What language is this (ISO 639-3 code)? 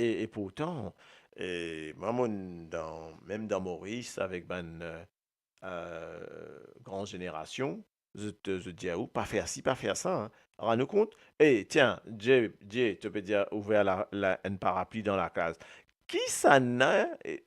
mfe